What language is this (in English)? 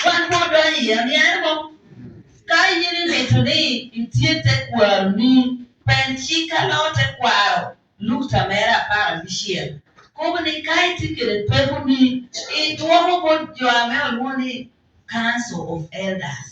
Acoli